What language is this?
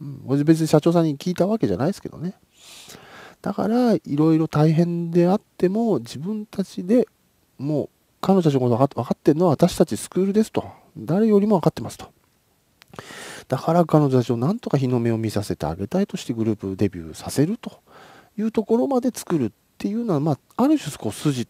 Japanese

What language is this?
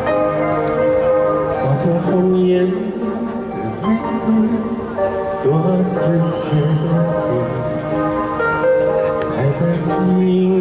Chinese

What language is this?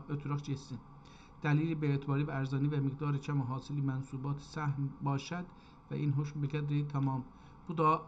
South Azerbaijani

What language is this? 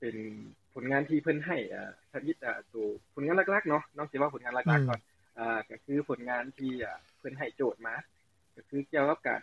Lao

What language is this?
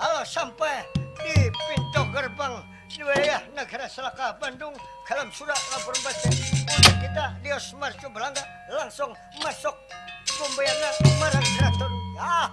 Banjar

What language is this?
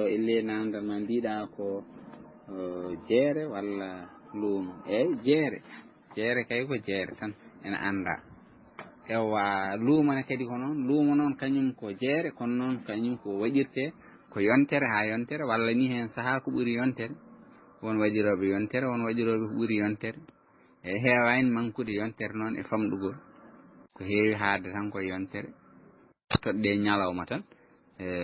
Fula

